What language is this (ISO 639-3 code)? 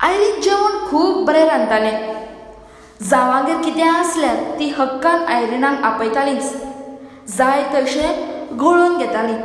kok